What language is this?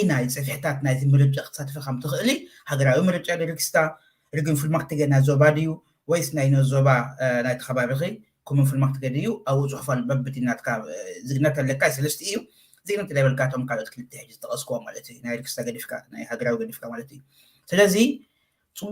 Tigrinya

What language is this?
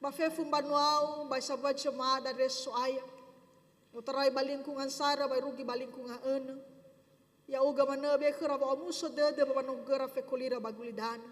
Nias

